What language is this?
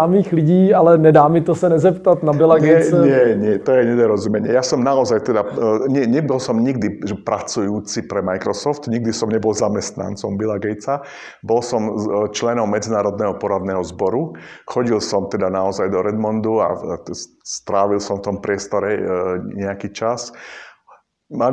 Slovak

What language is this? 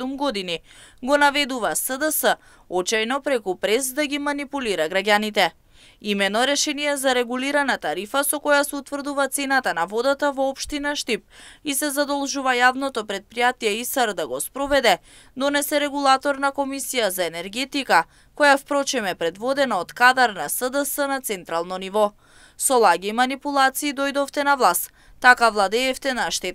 Macedonian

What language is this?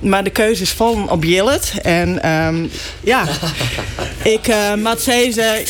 Western Frisian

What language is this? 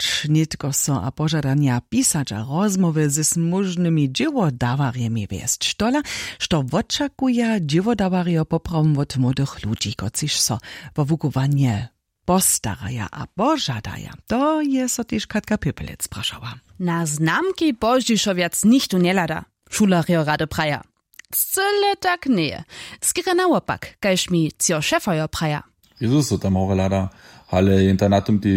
Upper Sorbian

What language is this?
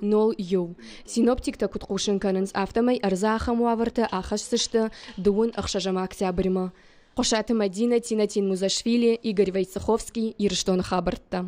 Ossetic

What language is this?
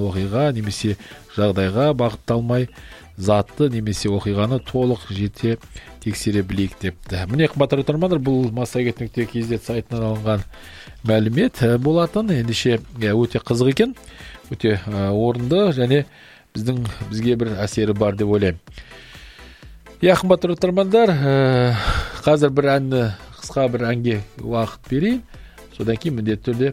Kazakh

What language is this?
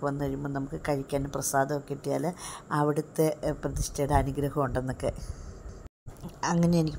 Malayalam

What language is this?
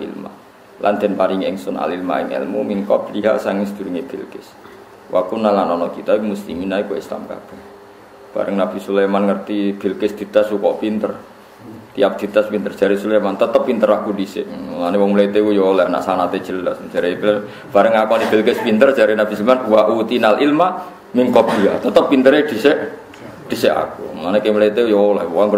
Javanese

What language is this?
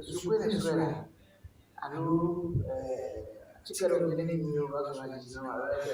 Ewe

